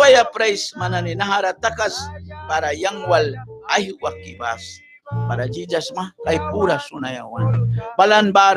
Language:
Mískito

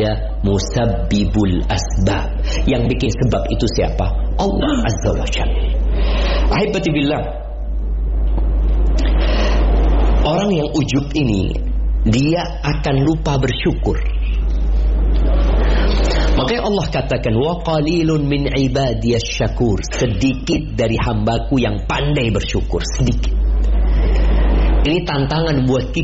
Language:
Indonesian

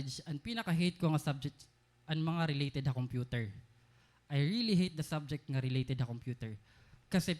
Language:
Waray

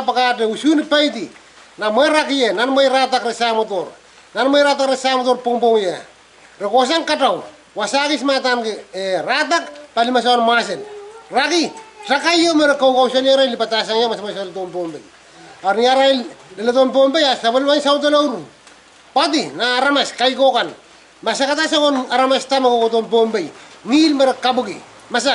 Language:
Pohnpeian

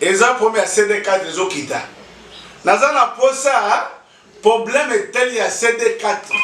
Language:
Lingala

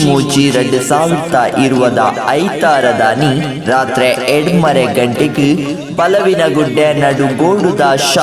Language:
Tulu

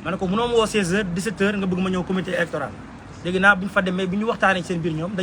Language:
Wolof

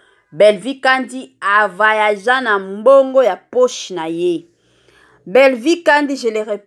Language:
Lingala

